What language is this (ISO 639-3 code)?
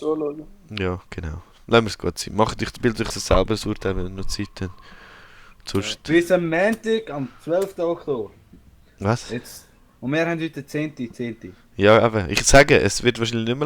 gsw